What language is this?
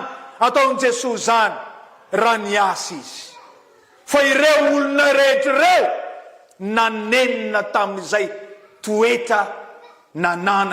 Malagasy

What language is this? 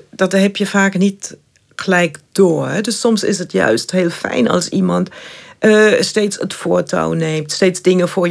Dutch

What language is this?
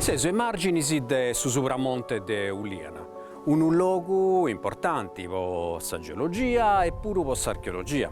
Sardinian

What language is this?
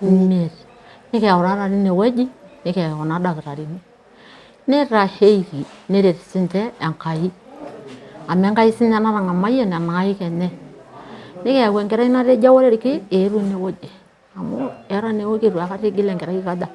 Masai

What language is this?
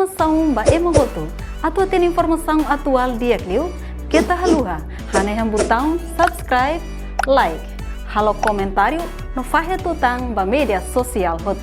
Tetum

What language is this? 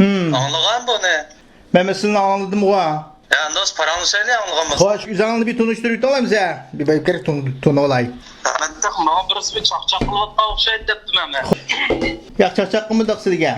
Uyghur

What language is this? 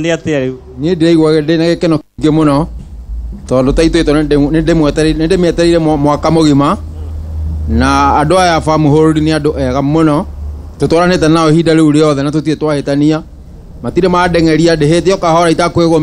Kikuyu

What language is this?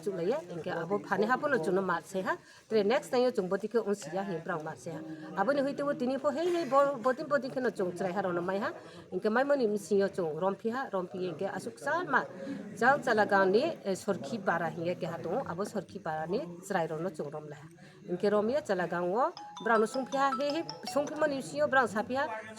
Riang (India)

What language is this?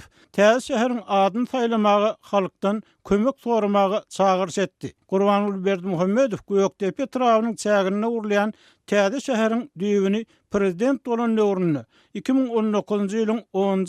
Turkmen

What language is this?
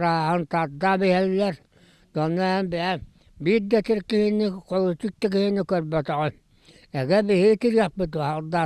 Yakut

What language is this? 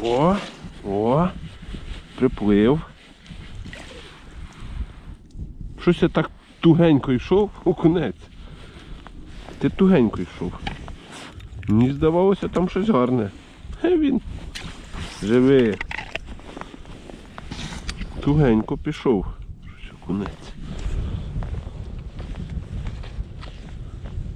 Ukrainian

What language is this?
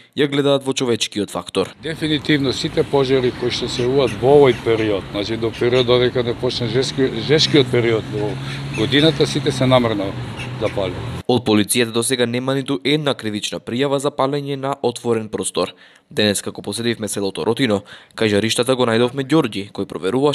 Macedonian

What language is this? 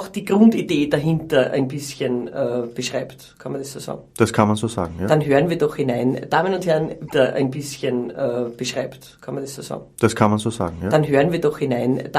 Bavarian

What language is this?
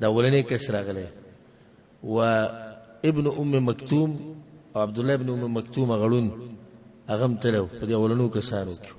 Pashto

